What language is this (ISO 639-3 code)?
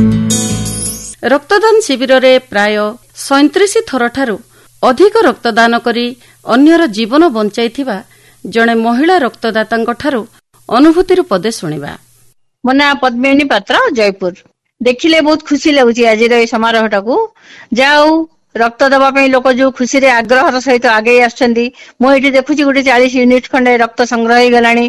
ori